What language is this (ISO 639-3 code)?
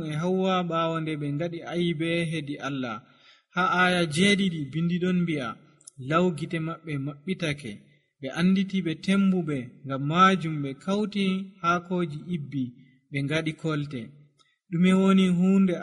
fuv